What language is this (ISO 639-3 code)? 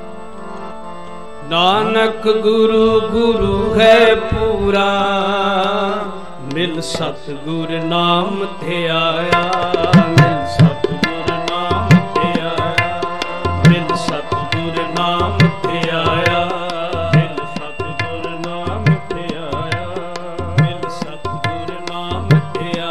pan